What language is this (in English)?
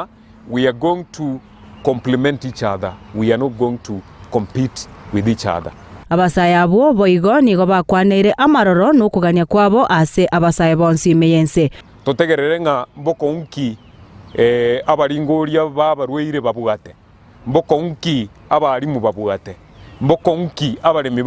Gusii